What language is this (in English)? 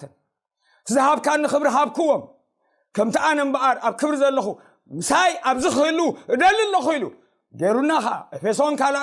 Tigrinya